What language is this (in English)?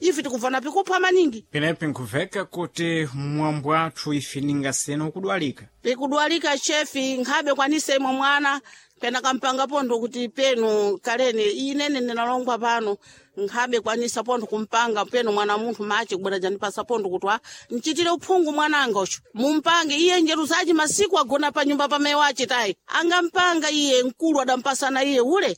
Sena